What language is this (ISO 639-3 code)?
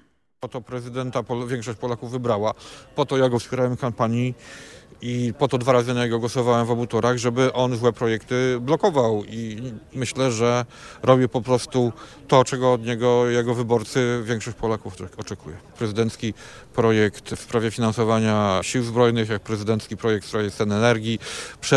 pol